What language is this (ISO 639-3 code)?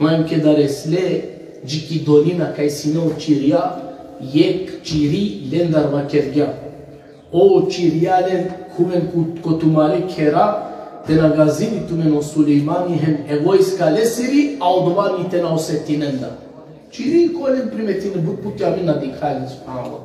rmn